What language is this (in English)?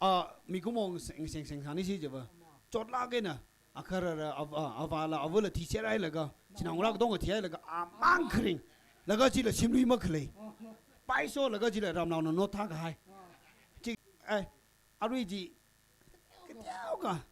Tangkhul Naga (India)